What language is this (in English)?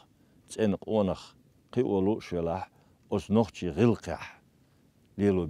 Chechen